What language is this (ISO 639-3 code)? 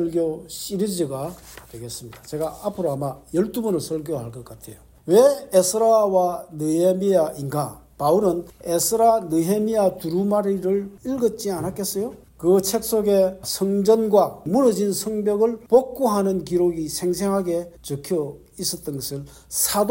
kor